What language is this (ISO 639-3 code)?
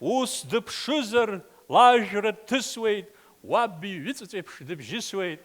abk